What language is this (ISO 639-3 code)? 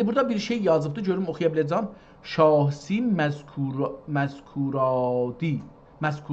azb